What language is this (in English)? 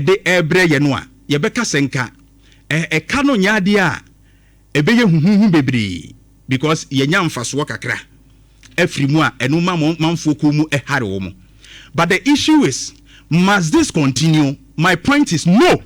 Akan